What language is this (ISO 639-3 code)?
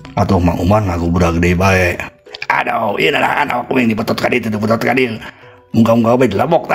sun